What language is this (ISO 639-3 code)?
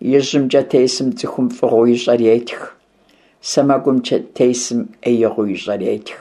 kbd